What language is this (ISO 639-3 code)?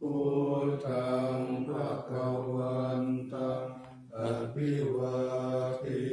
pli